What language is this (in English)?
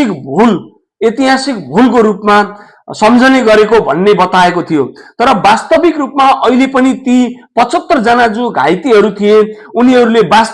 Nepali